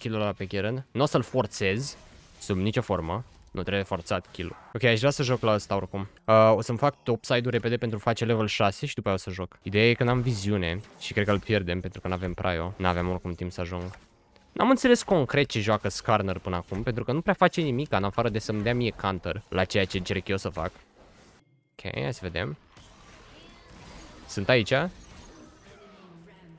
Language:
Romanian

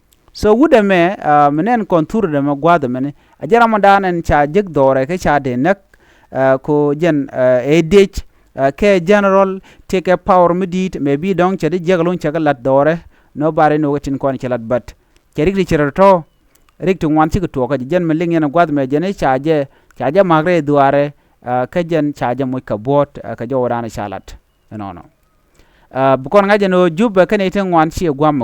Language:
Nuer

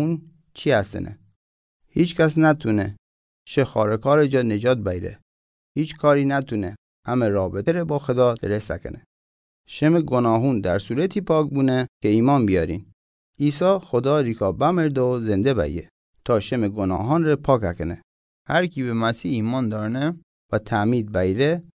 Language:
Mazanderani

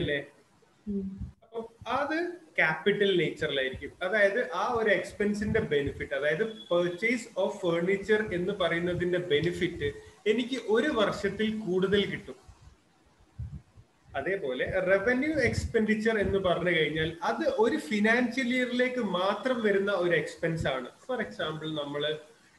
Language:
Malayalam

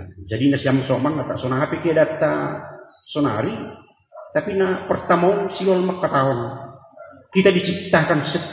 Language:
Batak Simalungun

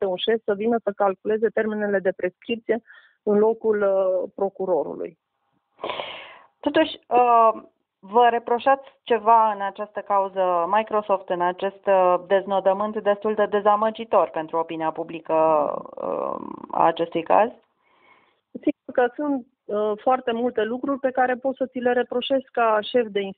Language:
Romanian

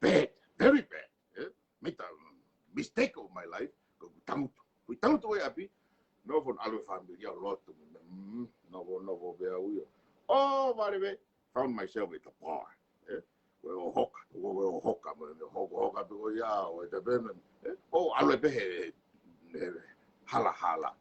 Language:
Tongan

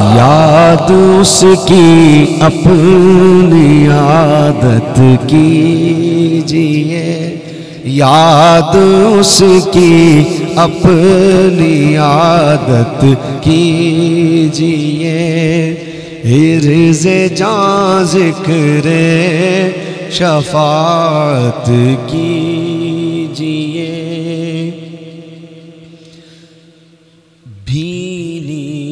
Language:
Urdu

